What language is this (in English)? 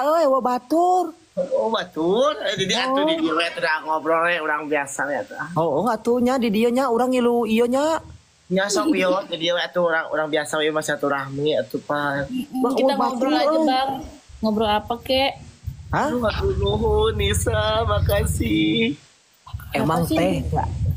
Sundanese